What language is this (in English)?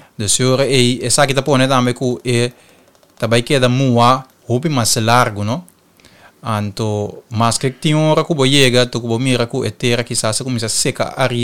Papiamento